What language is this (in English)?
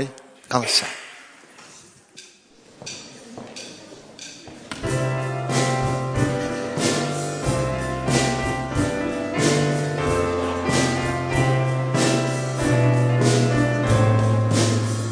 Dutch